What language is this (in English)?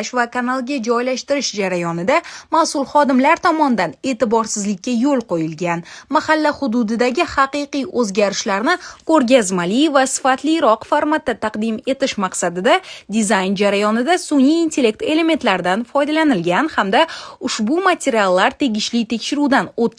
Uzbek